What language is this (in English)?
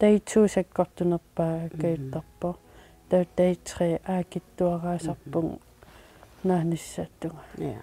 Kalaallisut